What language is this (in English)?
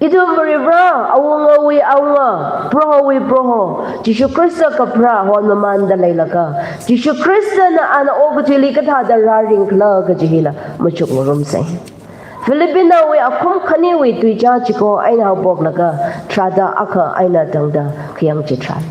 Tangkhul Naga (India)